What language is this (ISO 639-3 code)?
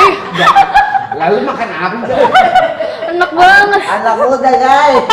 bew